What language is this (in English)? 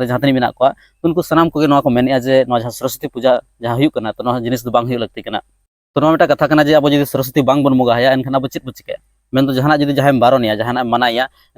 Santali